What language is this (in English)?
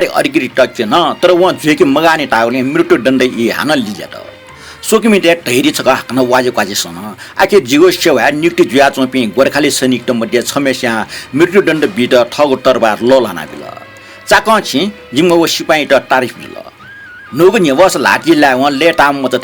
Newari